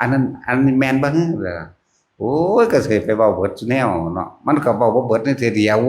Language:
Northeastern Thai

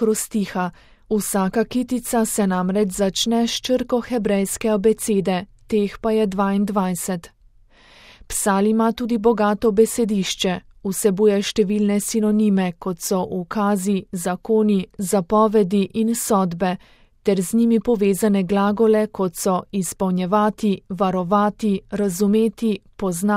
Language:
Slovenian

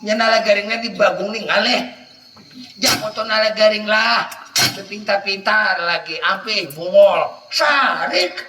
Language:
Banjar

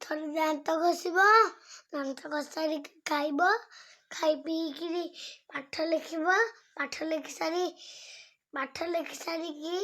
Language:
Odia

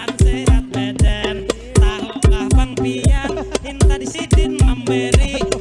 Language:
Banjar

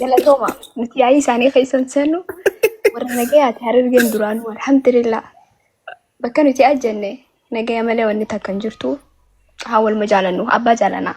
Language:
Oromo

